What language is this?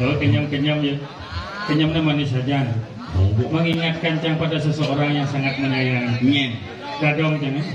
Balinese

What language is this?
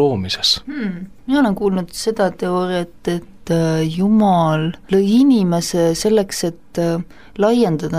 Estonian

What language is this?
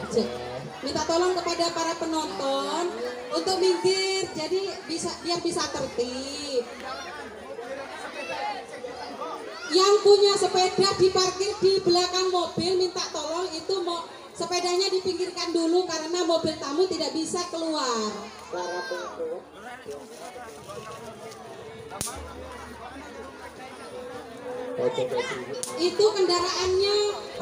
Indonesian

